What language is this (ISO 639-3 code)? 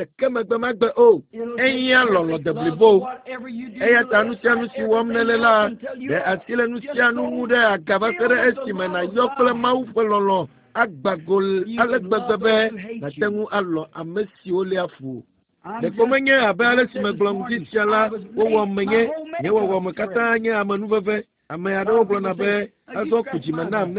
ewe